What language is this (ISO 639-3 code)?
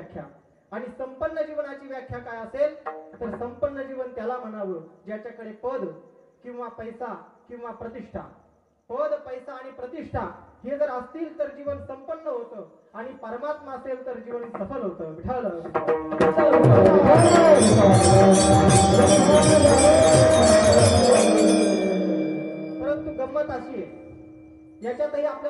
mar